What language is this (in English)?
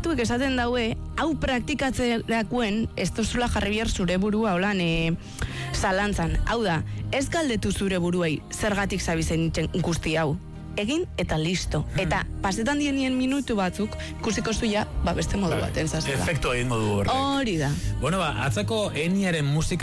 Basque